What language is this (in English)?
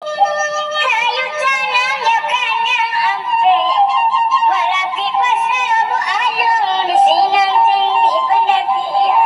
Minangkabau